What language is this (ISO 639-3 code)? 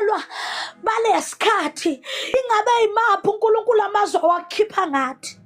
zul